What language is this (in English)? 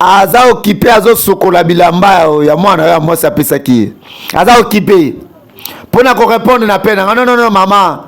Lingala